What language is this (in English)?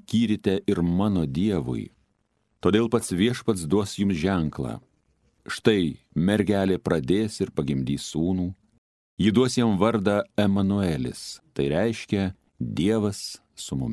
Lithuanian